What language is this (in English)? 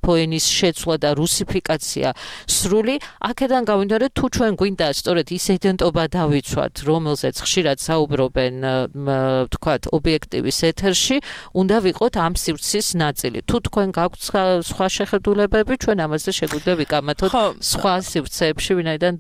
Georgian